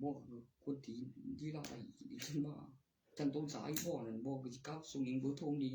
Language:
Northeastern Thai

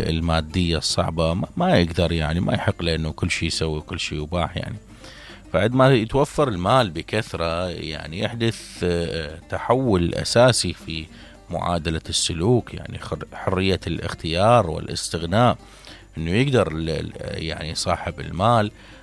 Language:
Mesopotamian Arabic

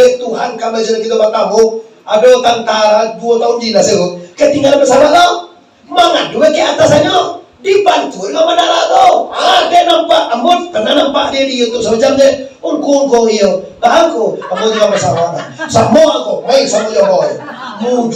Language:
Minangkabau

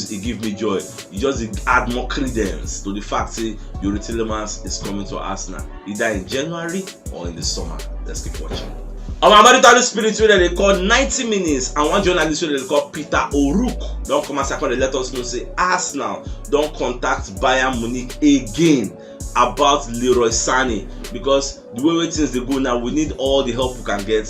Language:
Nigerian Pidgin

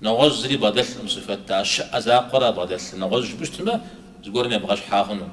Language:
Kabardian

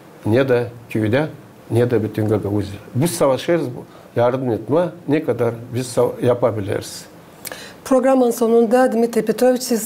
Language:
Gagauz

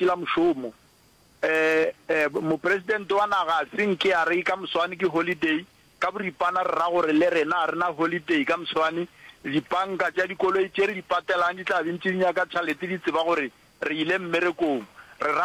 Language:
Northern Sotho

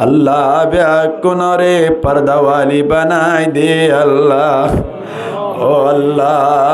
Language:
Rohingya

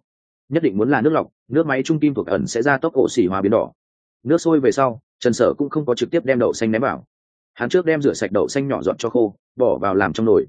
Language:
Vietnamese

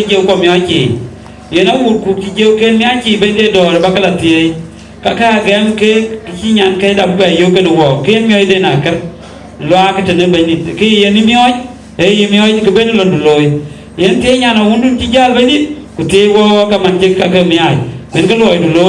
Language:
Dinka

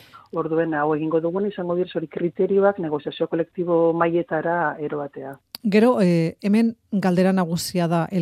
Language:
Basque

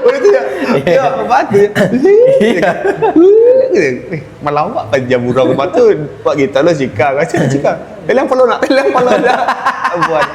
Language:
Minangkabau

